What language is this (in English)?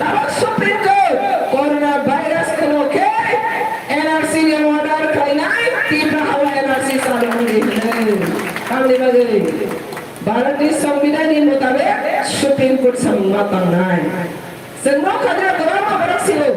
Kok Borok